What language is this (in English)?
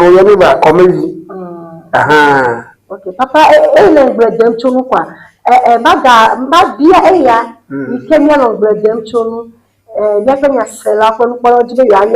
Ewe